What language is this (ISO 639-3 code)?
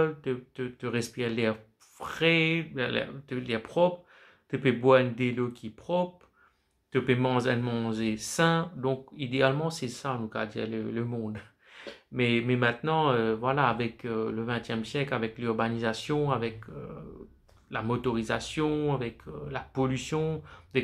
mfe